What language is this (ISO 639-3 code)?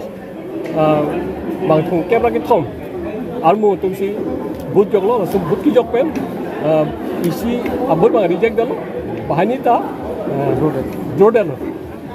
mjw